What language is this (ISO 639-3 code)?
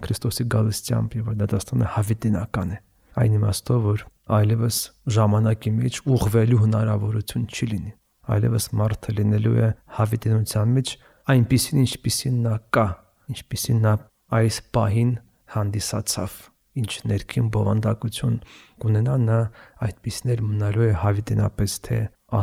hye